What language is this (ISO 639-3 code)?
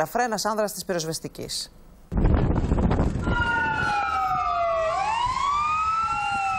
ell